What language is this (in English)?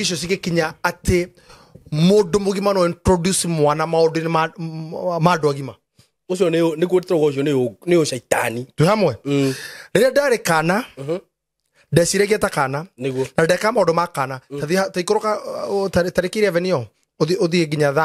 Kikuyu